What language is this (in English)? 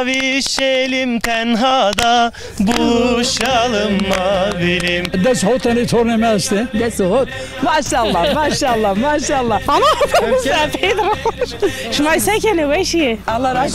Zaza